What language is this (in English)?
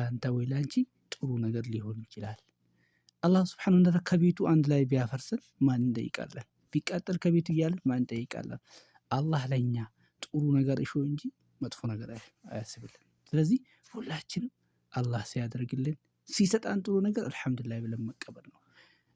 Amharic